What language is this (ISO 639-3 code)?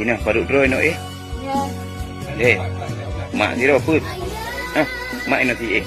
ace